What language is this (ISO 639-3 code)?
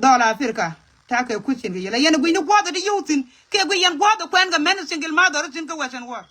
nus